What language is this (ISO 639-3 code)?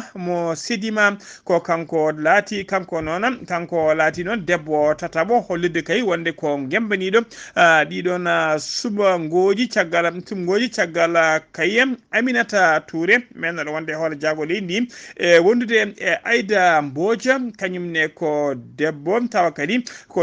ful